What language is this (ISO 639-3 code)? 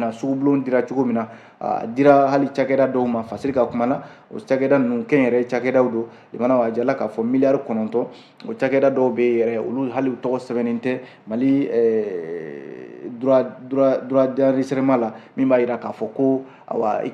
bam